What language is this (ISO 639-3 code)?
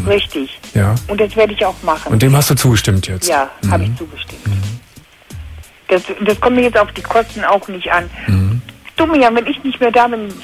deu